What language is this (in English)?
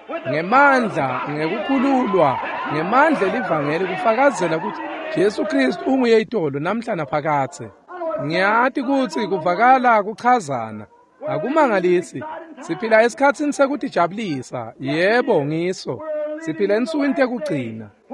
Swati